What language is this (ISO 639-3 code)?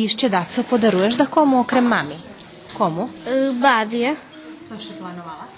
rue